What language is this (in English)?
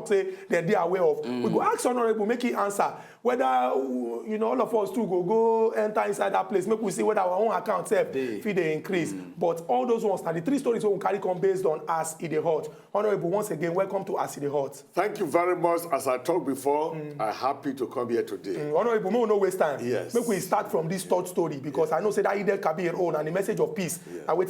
Nigerian Pidgin